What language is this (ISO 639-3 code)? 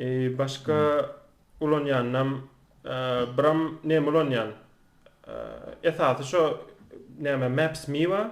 tuk